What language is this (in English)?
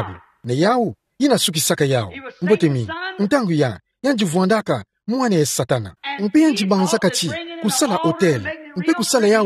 Kituba (Democratic Republic of Congo)